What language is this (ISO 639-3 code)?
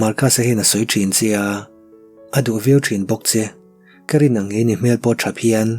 lus